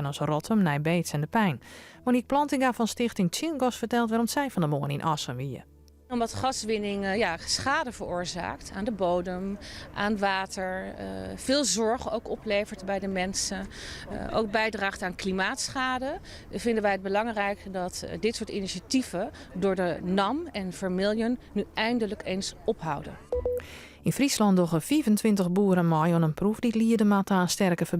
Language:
Western Frisian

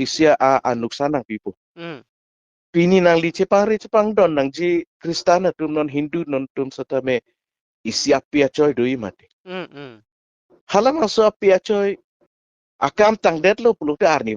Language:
Karbi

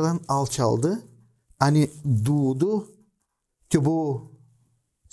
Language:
Gagauz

